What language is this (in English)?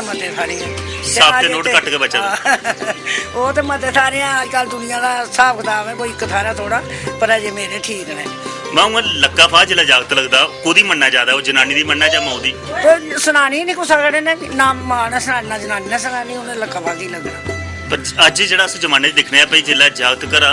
Dogri